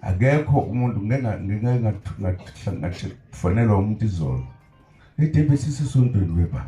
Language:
Zulu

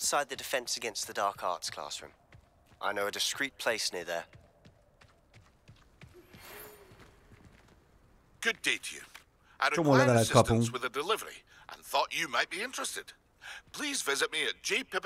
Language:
Hungarian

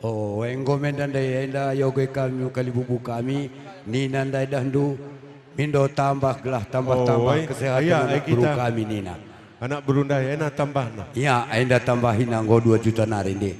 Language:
Batak Karo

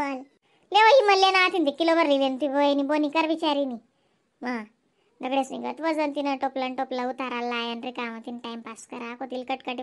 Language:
Khandesi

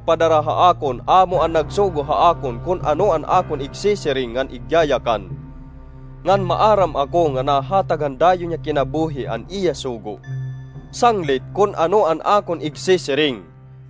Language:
Waray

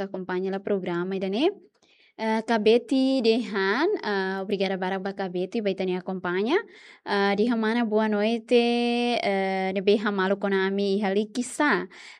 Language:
Tetum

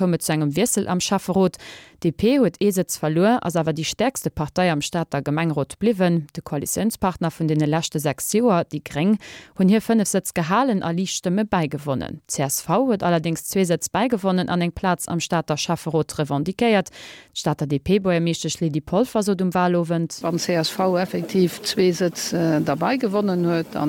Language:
Luxembourgish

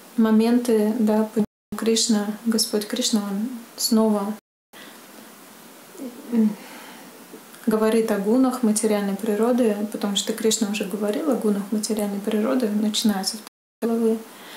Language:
Russian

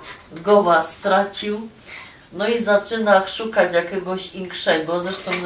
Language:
Silesian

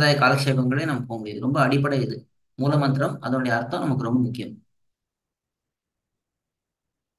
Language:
Tamil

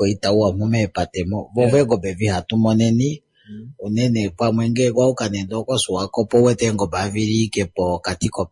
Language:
Kuanyama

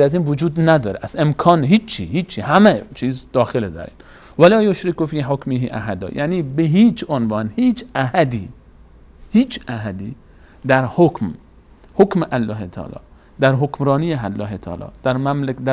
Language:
Persian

